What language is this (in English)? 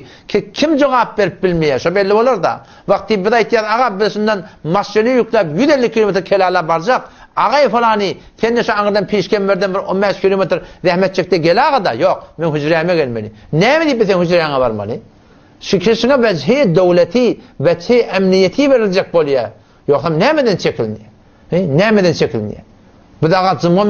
Turkmen